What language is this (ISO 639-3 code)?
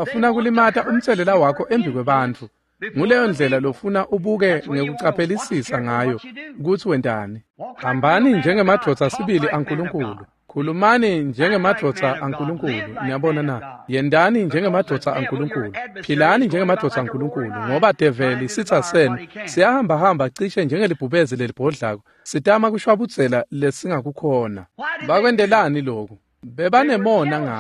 ssw